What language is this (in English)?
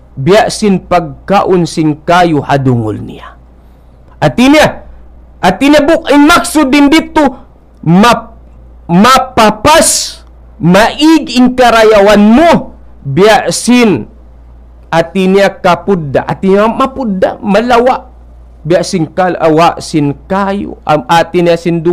Tausug